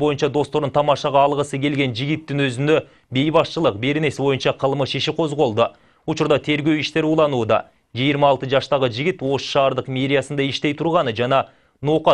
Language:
Kyrgyz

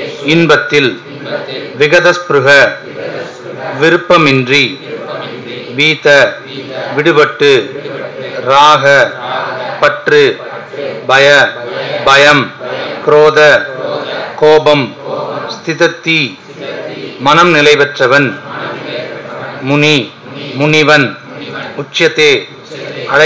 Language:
Tamil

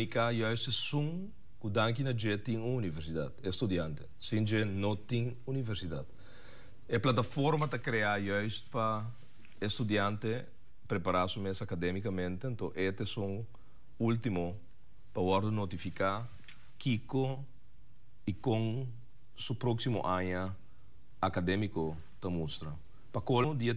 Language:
Papiamento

